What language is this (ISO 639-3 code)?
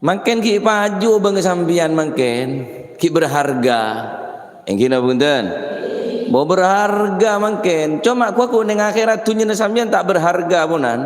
mad